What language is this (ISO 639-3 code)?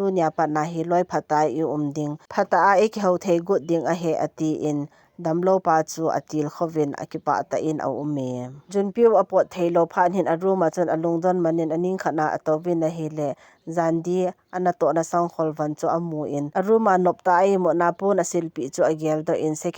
tcz